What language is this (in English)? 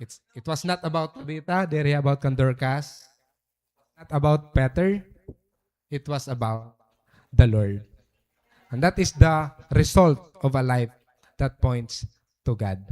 Waray